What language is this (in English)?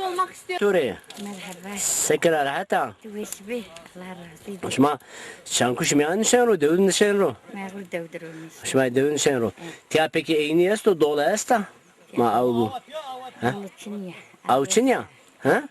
Zaza